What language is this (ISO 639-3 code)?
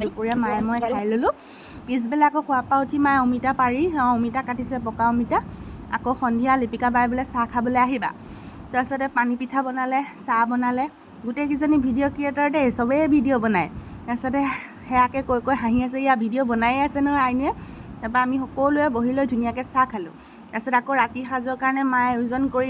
asm